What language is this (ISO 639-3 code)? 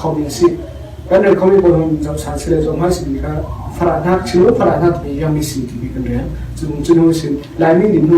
cfm